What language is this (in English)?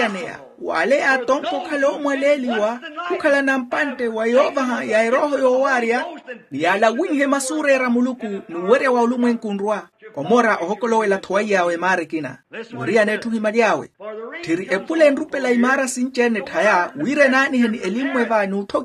Makhuwa